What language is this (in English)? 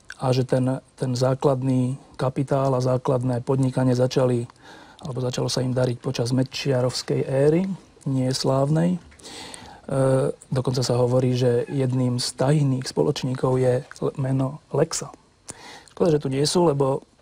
Slovak